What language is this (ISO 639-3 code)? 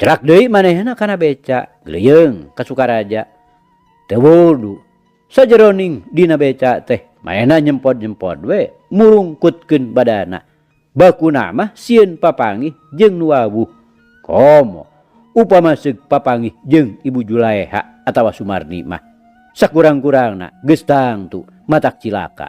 sun